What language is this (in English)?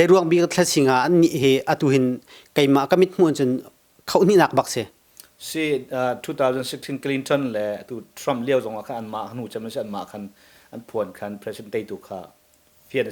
Hakha Chin